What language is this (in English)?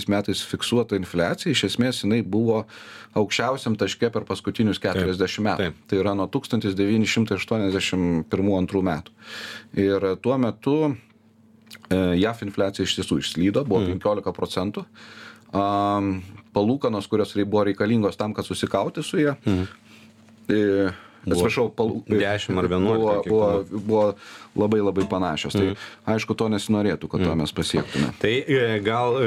Lithuanian